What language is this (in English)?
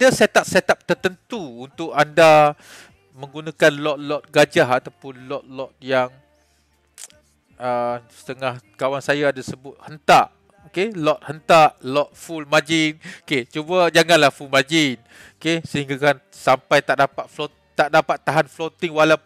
Malay